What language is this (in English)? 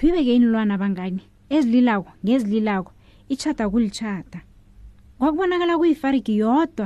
South Ndebele